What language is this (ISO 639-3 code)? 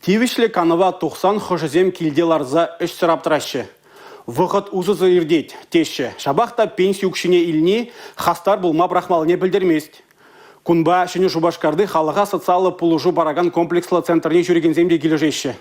chv